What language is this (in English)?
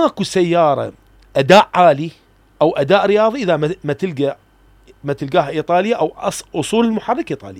Mesopotamian Arabic